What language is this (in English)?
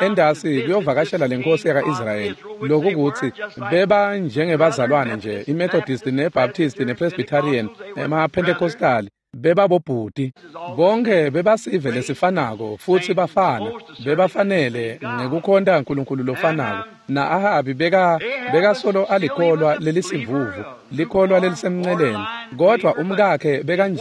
Swati